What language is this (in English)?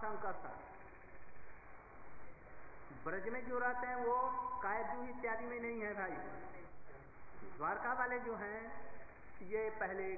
Hindi